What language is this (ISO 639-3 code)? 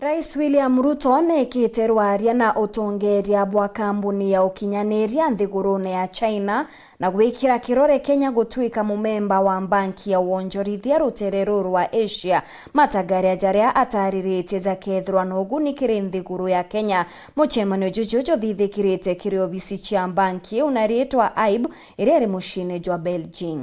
mer